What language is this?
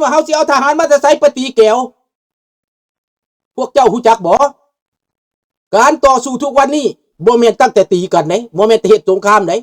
Lao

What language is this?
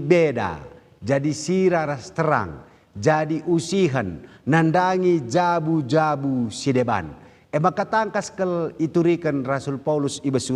Batak Karo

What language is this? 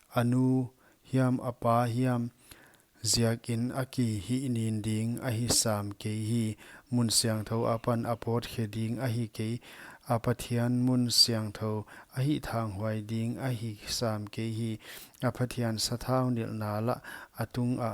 Paite Chin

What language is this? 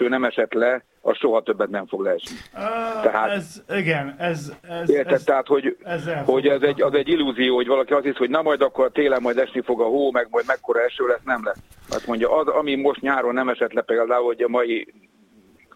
Hungarian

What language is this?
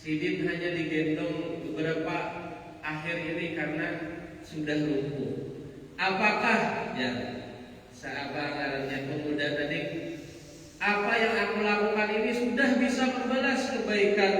Banjar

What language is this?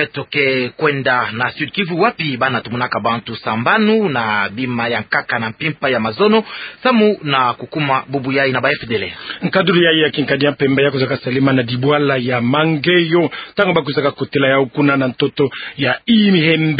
Kituba (Democratic Republic of Congo)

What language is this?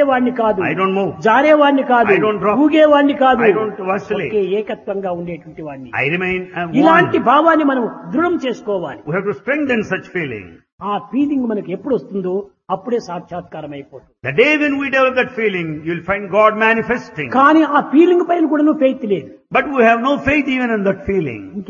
Telugu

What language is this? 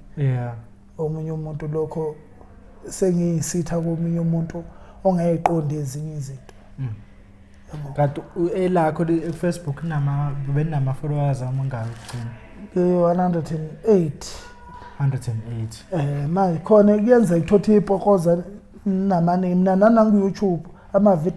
Zulu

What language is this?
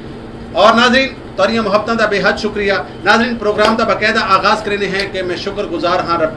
Saraiki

